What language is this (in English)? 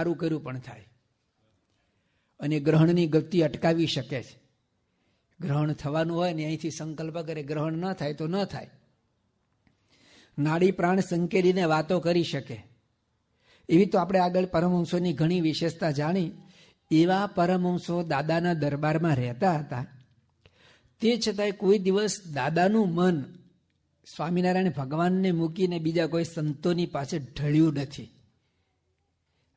Gujarati